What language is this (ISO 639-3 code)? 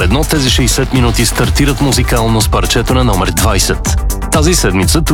bul